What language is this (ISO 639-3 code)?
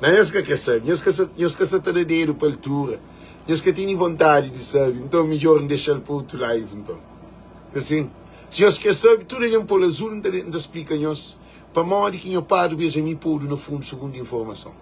kea